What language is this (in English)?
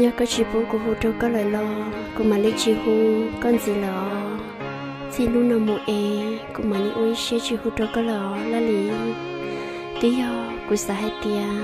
Hmong